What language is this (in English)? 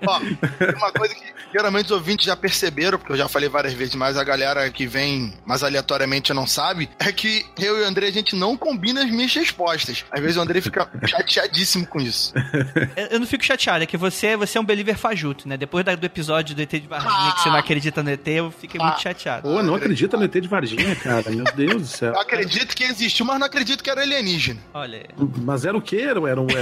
Portuguese